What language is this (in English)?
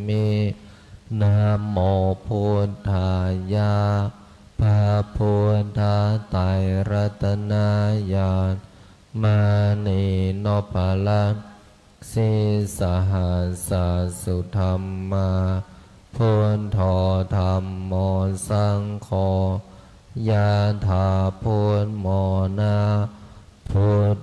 Pali